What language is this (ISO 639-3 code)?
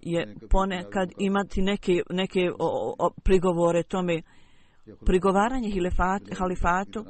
bos